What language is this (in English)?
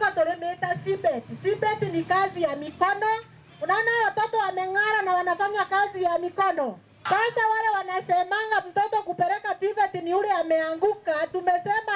Meru